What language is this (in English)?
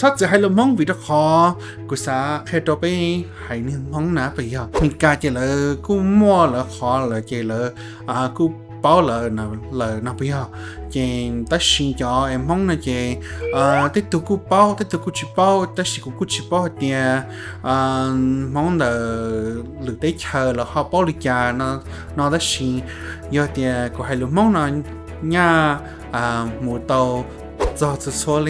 Hmong